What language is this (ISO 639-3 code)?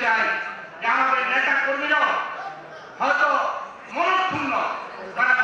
ben